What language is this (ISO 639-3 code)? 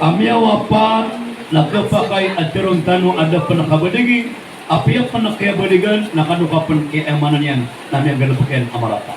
mrw